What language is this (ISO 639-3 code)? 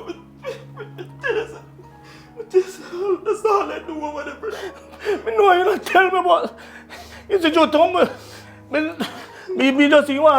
jam